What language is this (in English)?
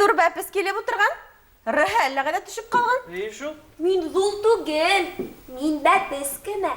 Bashkir